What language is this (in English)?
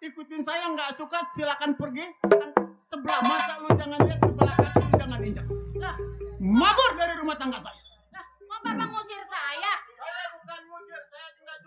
Betawi